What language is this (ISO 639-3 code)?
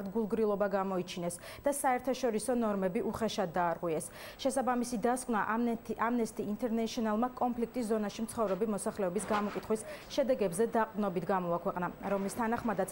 kat